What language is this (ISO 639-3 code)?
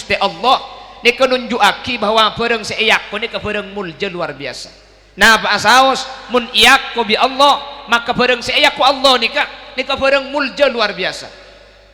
mad